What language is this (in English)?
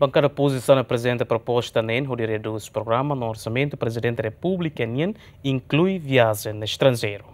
Tetum